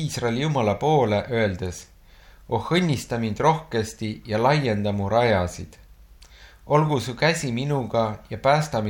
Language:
Estonian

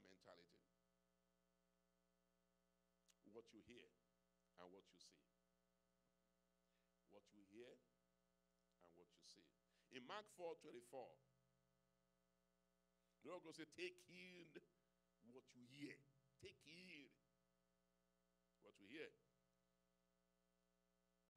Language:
English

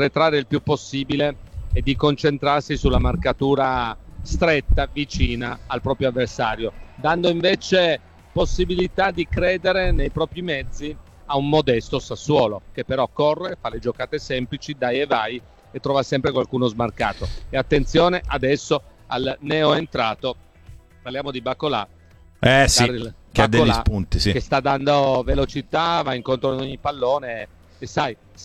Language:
Italian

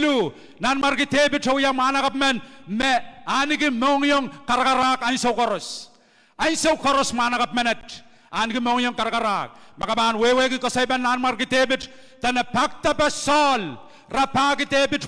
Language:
Pohnpeian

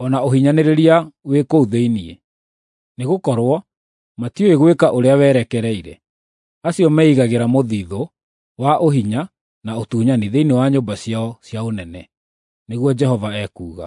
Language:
Kikuyu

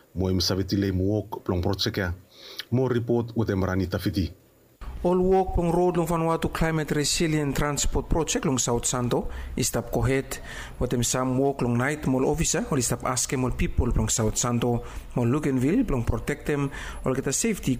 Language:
Bislama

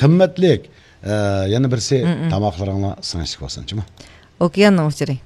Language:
Uyghur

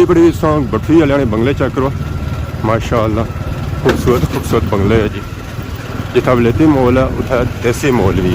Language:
Pahari-Potwari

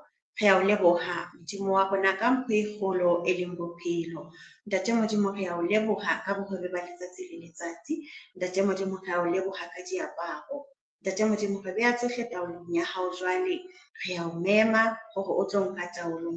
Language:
Southern Sotho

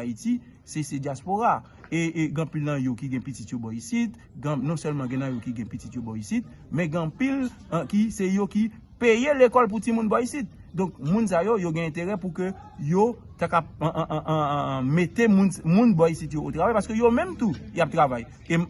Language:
Haitian Creole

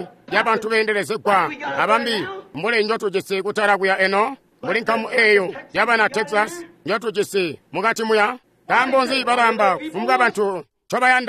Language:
Tonga (Zambia)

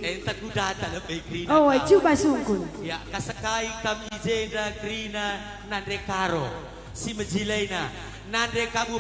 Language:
Batak Karo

